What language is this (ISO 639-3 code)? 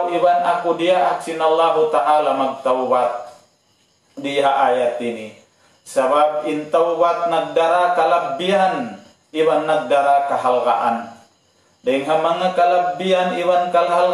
tsg